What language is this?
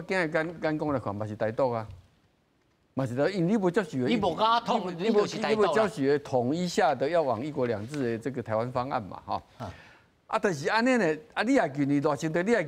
Min Nan Chinese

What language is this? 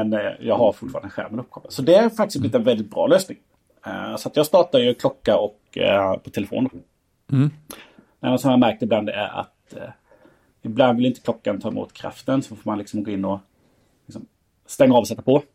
Swedish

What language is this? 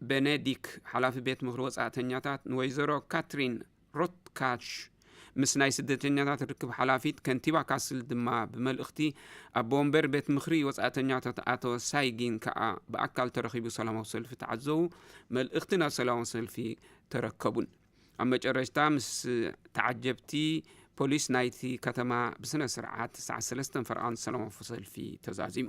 Tigrinya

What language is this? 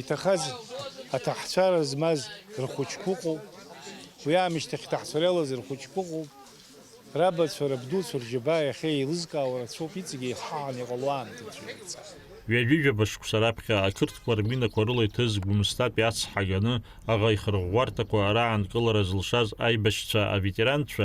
Abkhazian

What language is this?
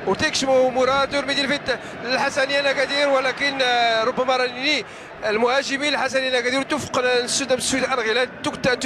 Moroccan Arabic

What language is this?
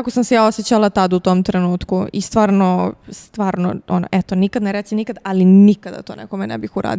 Serbian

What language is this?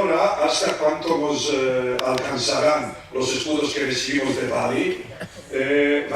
Ladino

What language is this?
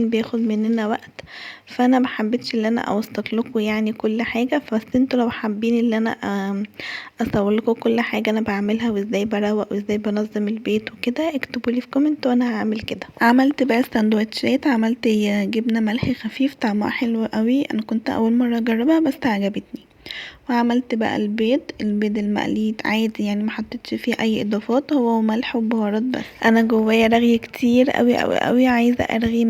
Egyptian Arabic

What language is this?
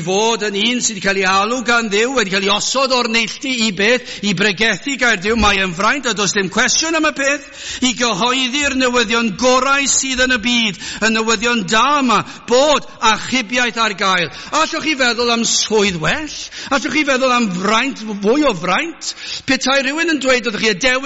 Welsh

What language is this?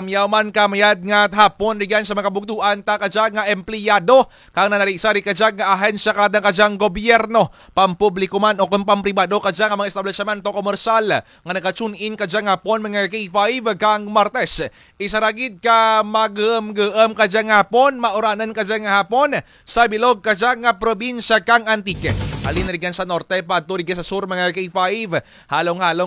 Kinaray-a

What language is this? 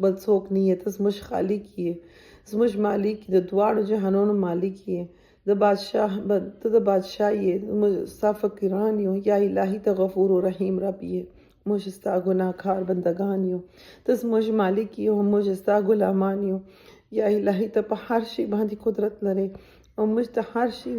Pashto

